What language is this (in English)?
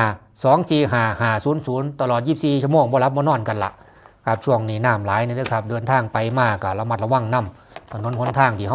Northeastern Thai